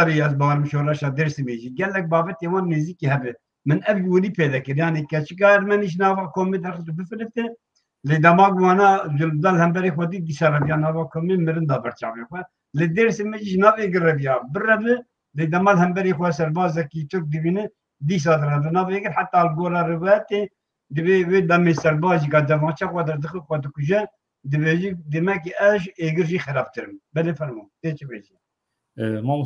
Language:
Kurdish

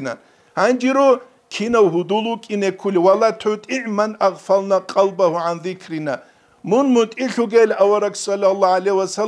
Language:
Avaric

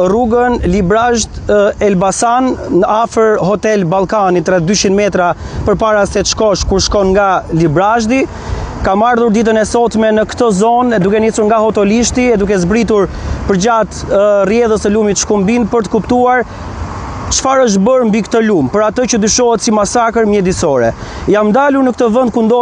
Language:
Albanian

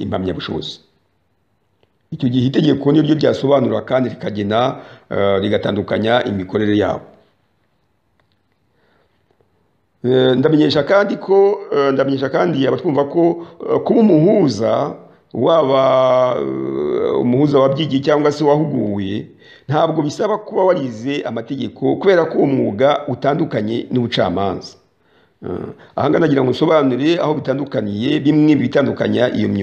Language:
Kinyarwanda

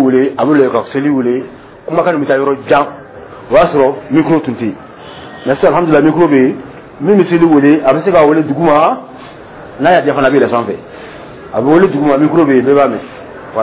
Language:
Dyula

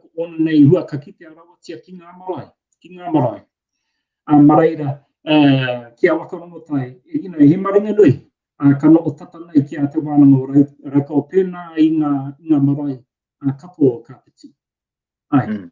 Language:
Māori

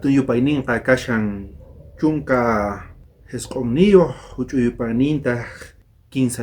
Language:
South Bolivian Quechua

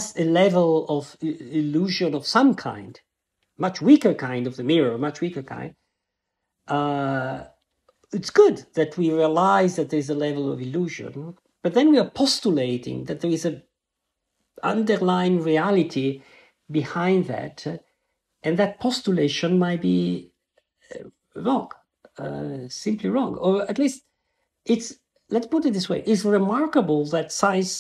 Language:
English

